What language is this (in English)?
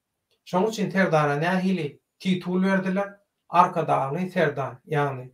Turkmen